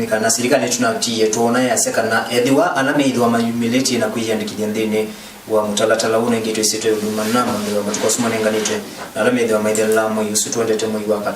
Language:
Kamba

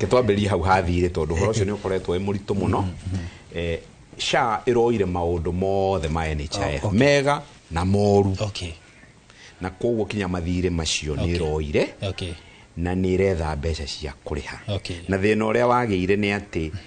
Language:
Kikuyu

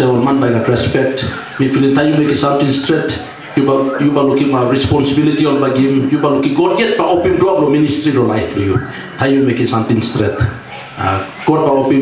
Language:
Tok Pisin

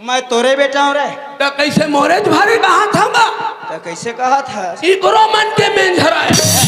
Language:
Chhattisgarhi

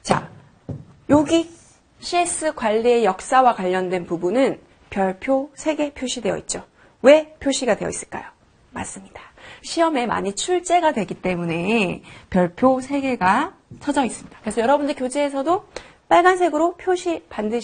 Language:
Korean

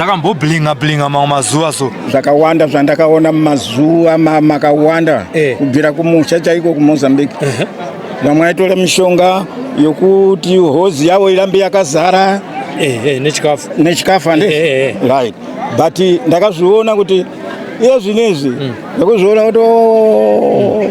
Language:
Shona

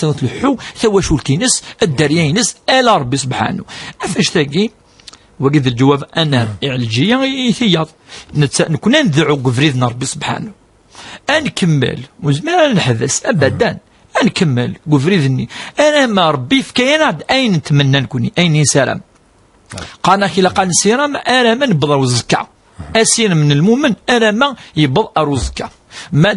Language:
Kabyle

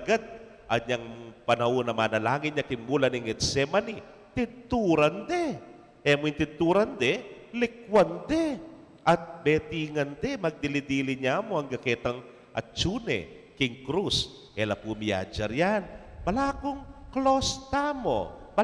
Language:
Pampanga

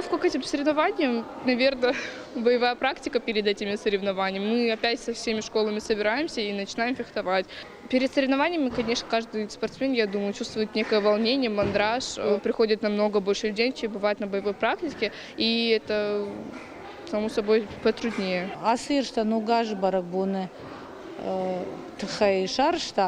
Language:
Ossetic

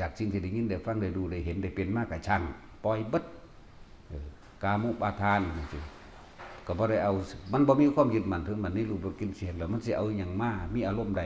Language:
Northeastern Thai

